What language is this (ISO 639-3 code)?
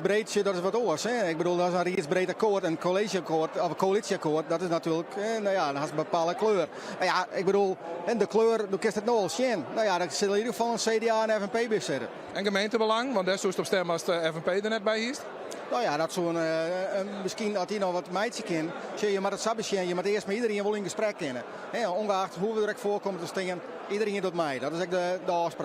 fry